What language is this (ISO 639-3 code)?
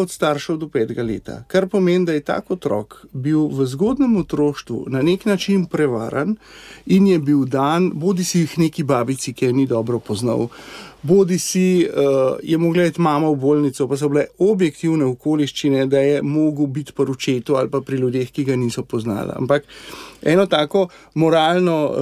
slv